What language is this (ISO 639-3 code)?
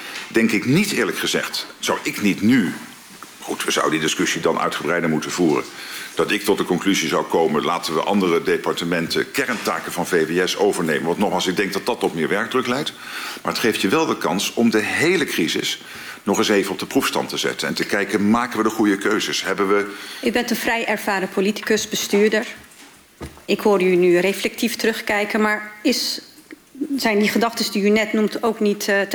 nld